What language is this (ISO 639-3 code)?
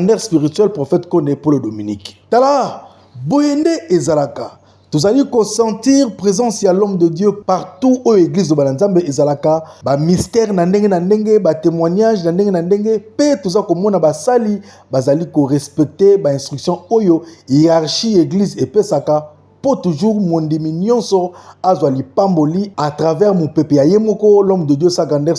lin